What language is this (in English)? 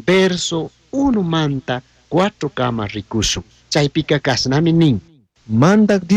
Chimborazo Highland Quichua